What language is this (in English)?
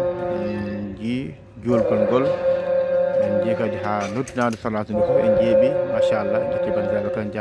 Fula